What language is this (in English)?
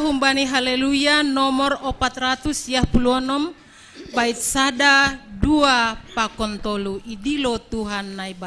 Batak Simalungun